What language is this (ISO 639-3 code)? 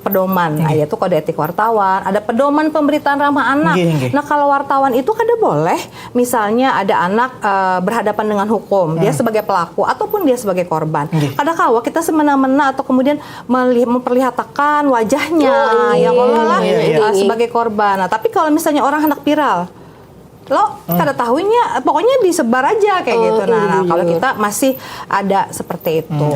bjn